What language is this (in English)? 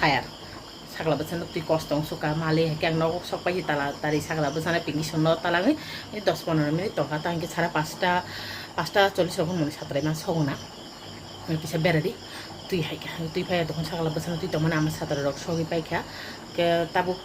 Kok Borok